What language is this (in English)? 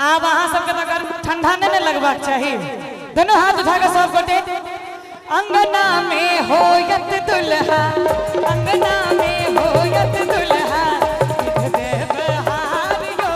Maithili